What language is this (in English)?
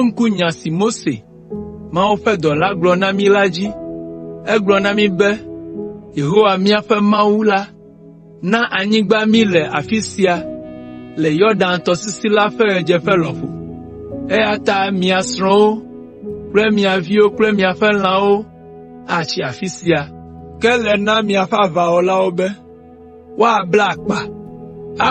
Ewe